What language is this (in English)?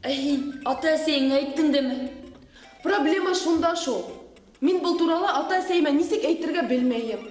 Bashkir